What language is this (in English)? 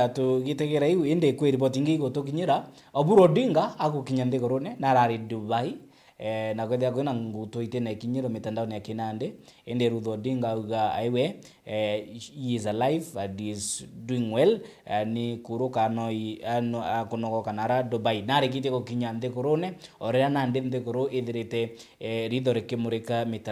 Meru